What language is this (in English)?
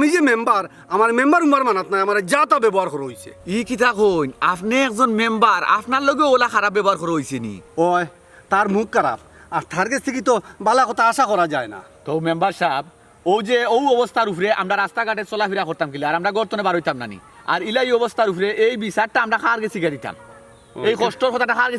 Sylheti